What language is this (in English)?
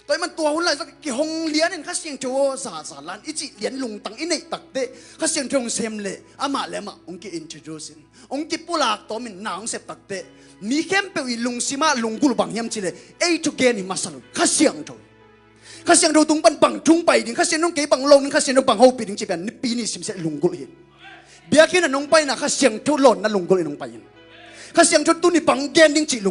Tedim Chin